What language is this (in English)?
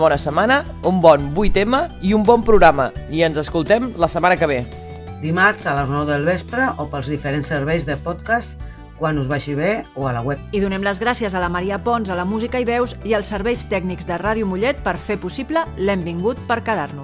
Catalan